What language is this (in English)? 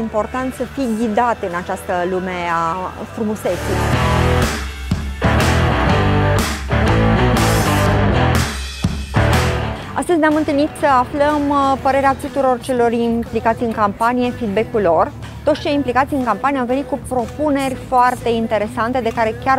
Romanian